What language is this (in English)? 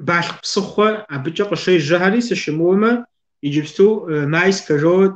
Kabardian